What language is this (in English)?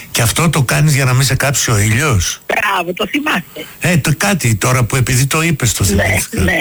Greek